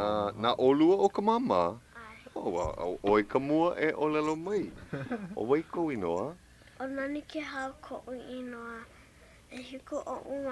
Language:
Hawaiian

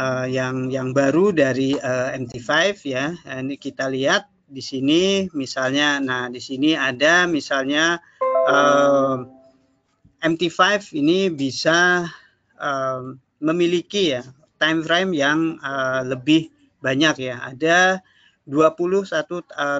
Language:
Indonesian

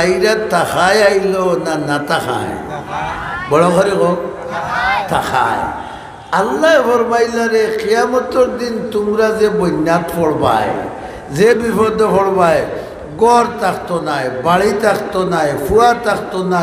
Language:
Sylheti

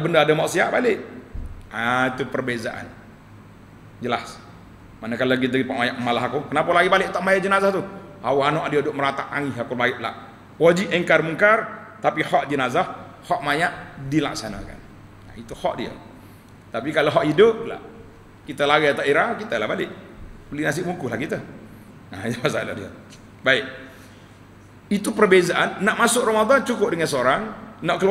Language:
Malay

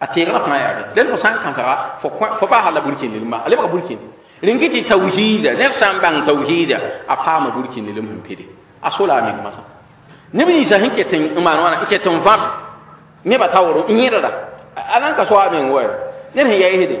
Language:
Mossi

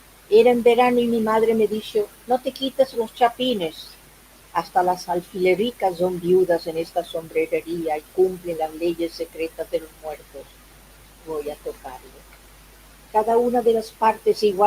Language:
Ladino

